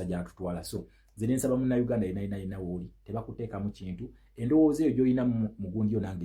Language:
Ganda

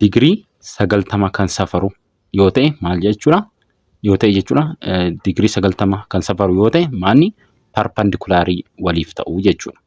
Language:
Oromo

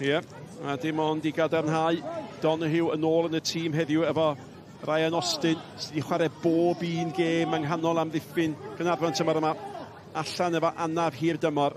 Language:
Welsh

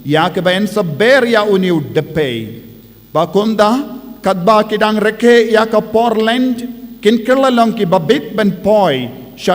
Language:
Khasi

